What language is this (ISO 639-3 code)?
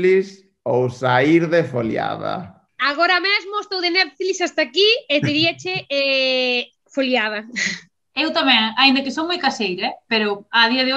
glg